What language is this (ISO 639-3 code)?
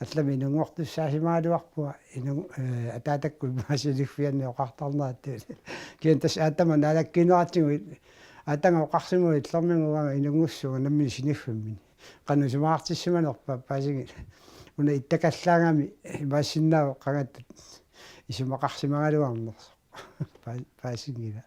kal